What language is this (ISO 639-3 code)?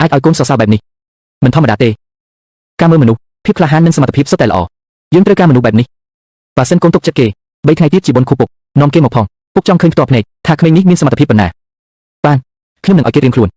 khm